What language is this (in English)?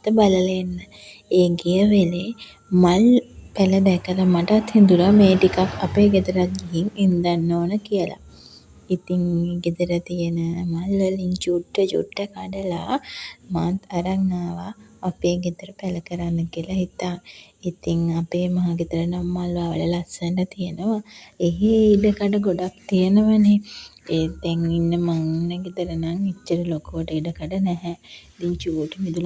Sinhala